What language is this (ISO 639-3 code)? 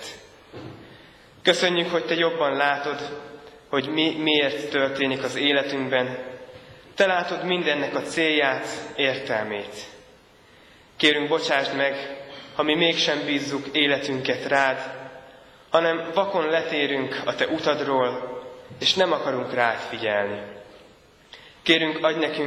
hun